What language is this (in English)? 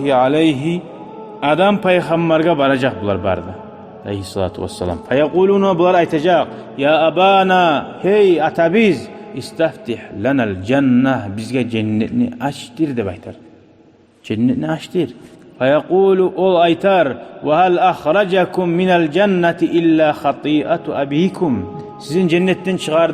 Kumyk